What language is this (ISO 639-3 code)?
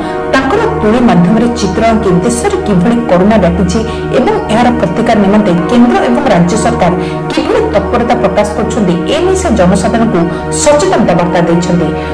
ori